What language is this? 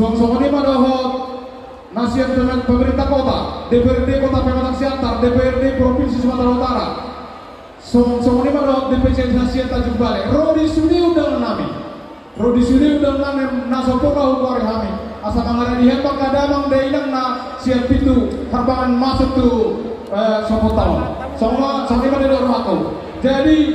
Batak Toba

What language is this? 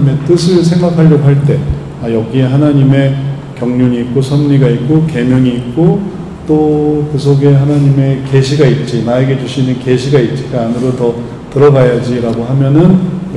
Korean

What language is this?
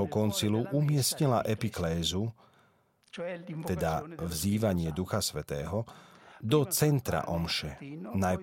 Slovak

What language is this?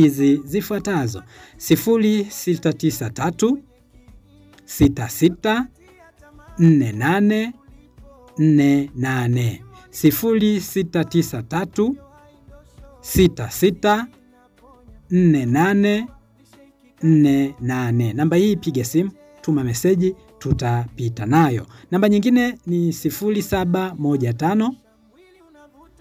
Swahili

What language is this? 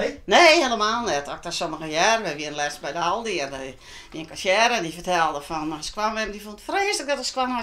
Western Frisian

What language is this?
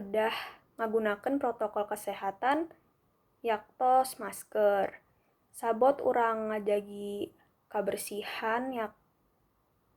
Sundanese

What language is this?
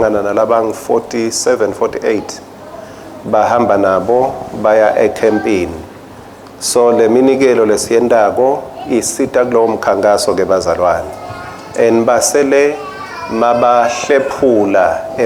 Swati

